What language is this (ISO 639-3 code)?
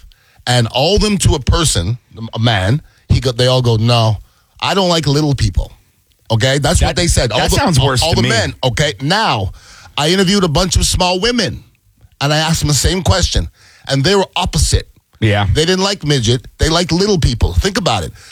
eng